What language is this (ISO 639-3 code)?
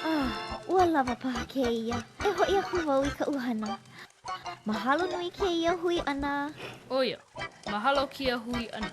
haw